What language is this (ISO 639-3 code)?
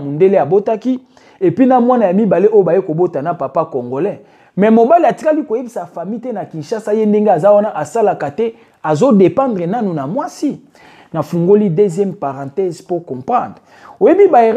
lin